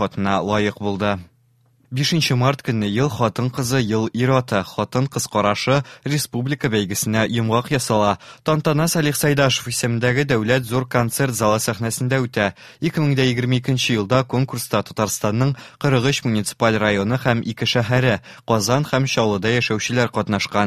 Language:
Tatar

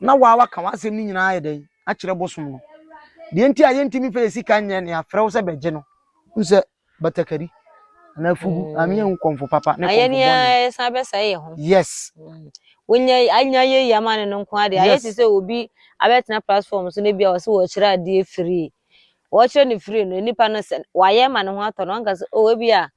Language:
Akan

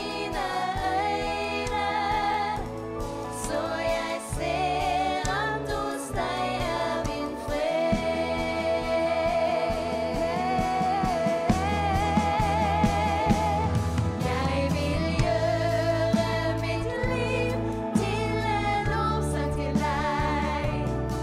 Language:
Norwegian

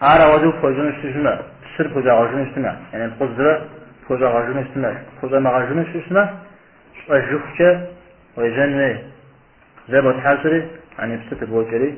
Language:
Kabardian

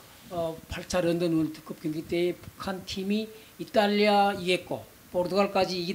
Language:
Korean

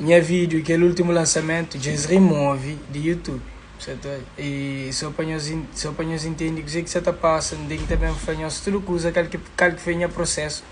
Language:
Kabuverdianu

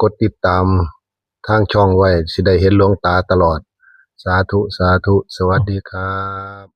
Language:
Northeastern Thai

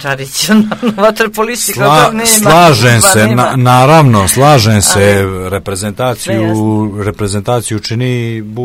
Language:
Serbian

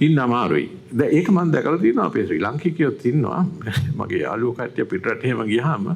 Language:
Sinhala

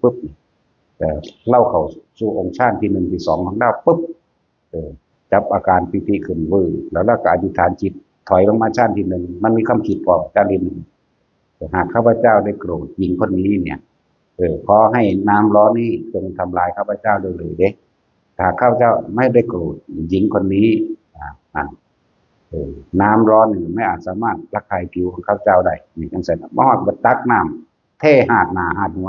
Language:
Northeastern Thai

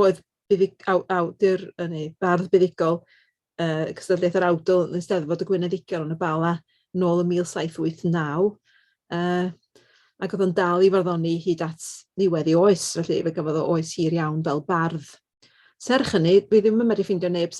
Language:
Welsh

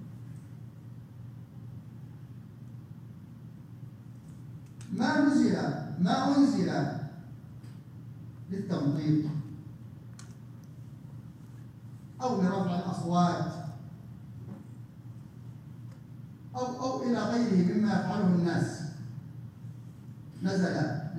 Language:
Arabic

